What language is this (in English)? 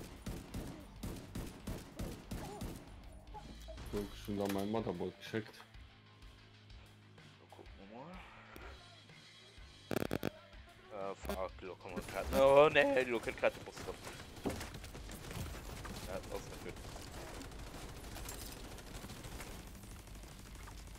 German